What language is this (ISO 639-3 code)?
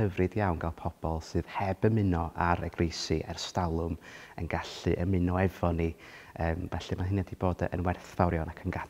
cym